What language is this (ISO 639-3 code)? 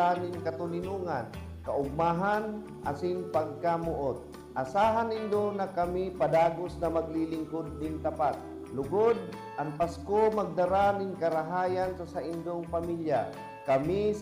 bik